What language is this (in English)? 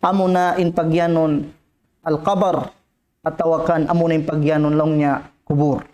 Tausug